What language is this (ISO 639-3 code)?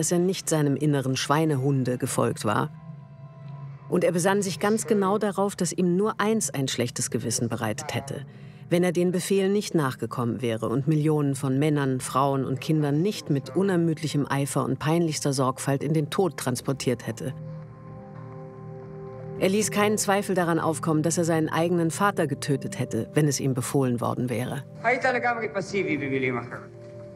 deu